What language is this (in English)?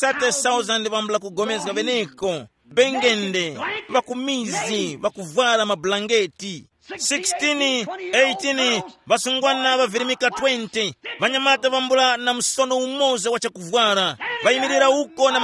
Tumbuka